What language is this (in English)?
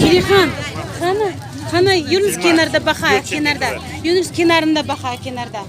Crimean Tatar